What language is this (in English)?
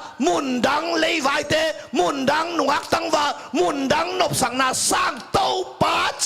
Tedim Chin